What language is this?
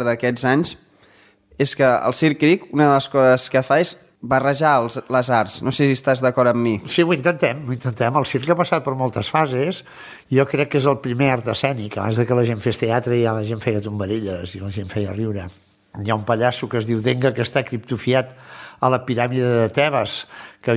Catalan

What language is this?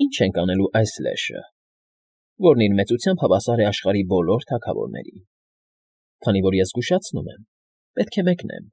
Armenian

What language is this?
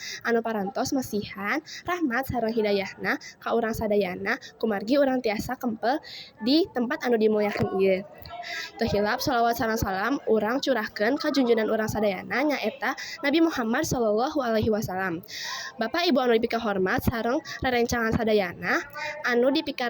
Sundanese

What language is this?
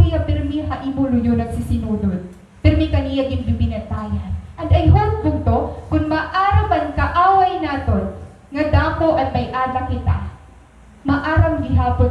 Waray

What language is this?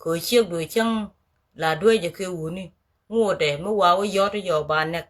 Nuer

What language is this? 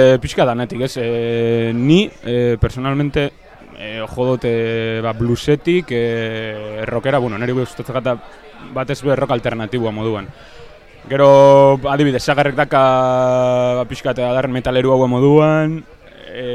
Basque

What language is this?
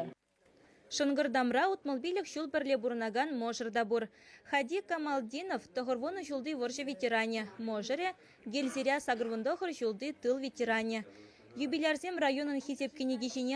Chuvash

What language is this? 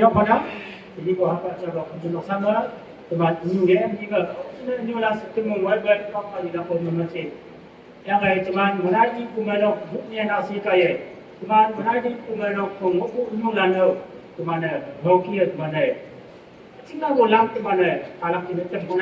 Naga Pidgin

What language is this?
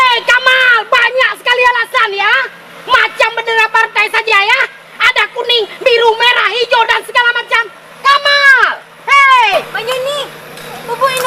Achinese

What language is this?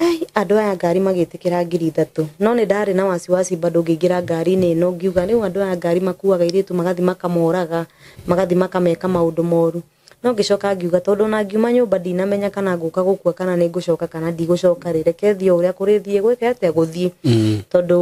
Kikuyu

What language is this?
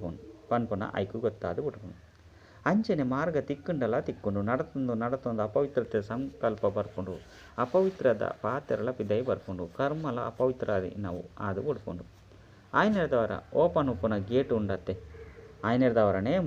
Tulu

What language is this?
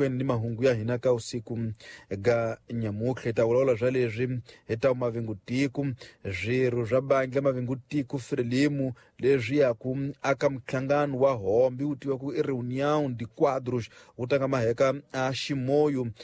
Tsonga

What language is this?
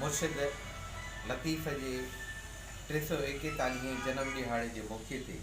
Sindhi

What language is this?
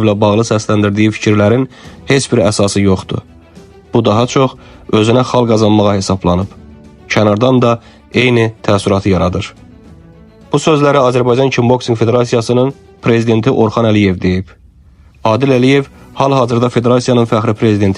Azerbaijani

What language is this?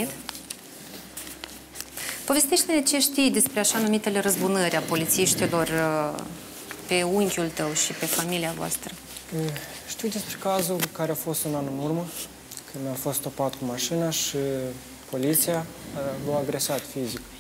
Romanian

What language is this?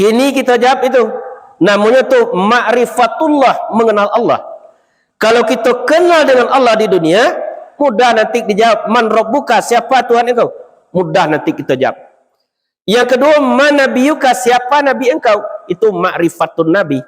Minangkabau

